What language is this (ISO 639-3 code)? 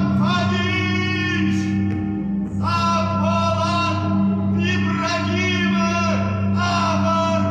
oss